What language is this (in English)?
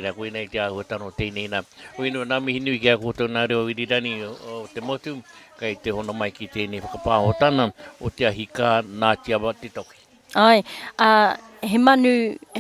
Māori